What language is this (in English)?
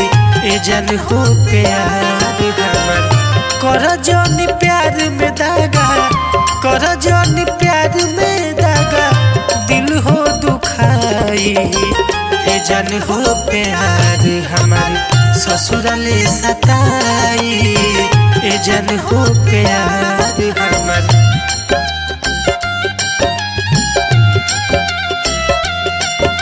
Bhojpuri